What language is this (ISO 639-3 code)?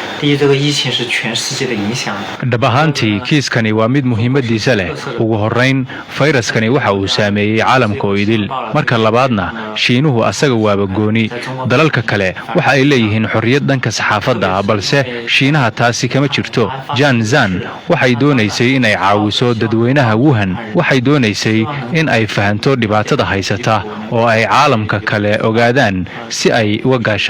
som